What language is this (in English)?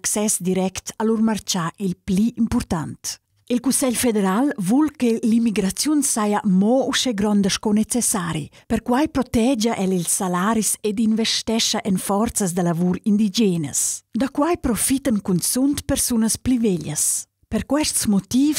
Romansh